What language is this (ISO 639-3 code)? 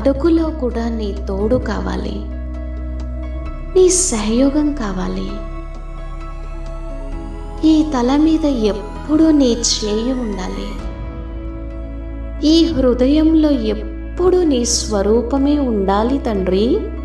tel